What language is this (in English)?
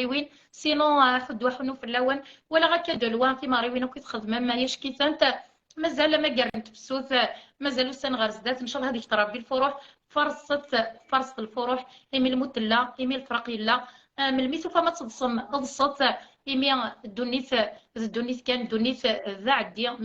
Kabyle